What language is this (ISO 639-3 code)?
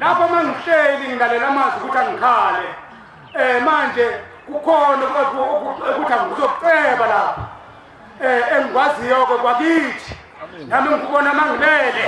zul